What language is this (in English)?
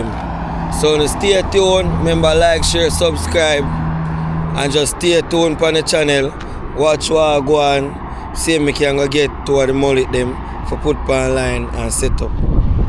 Jamaican Creole English